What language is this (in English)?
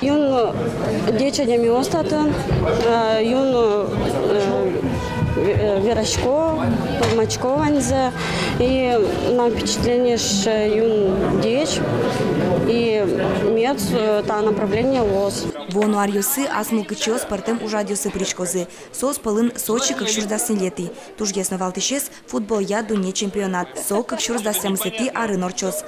Udmurt